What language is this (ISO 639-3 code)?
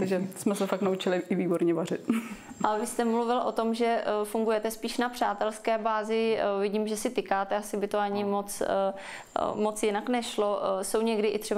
ces